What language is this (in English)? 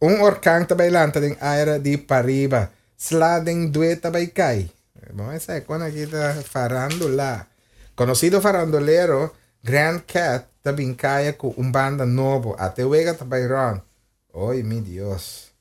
Papiamento